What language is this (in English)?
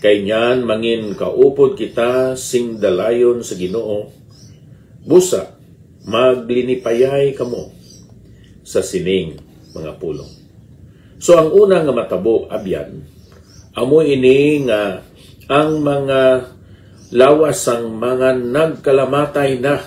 Hiligaynon